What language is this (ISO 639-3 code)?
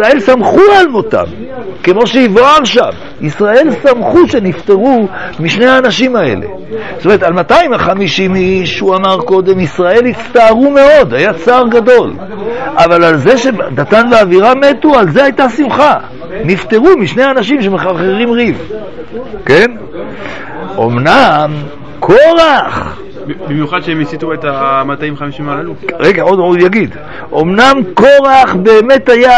heb